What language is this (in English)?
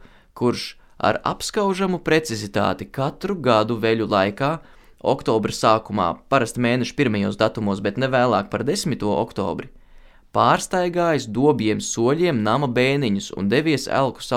Latvian